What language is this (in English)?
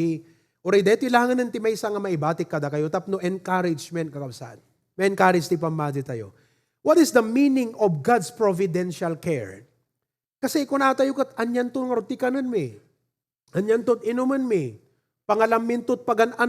Iloko